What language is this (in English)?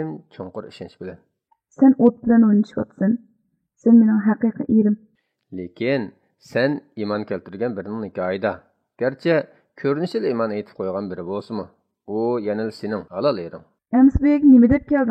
Uyghur